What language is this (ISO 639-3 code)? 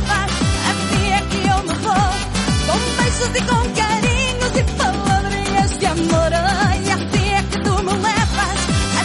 por